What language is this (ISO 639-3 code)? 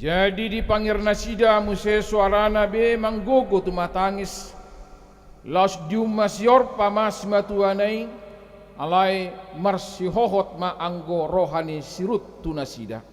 bbc